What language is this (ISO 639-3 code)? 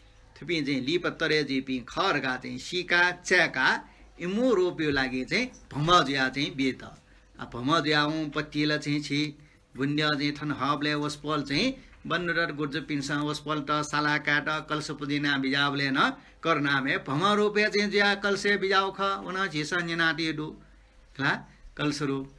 new